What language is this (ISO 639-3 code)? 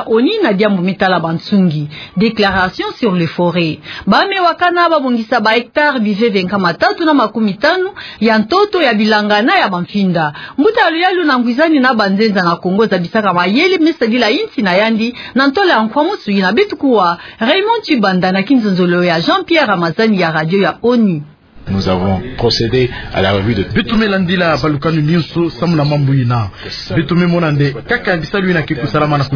ktu